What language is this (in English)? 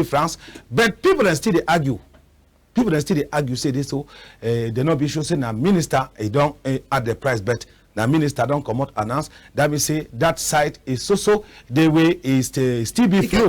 Cameroon Pidgin